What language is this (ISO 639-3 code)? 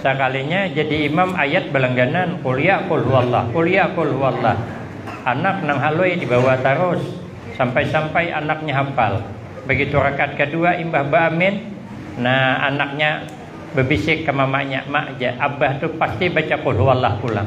bjn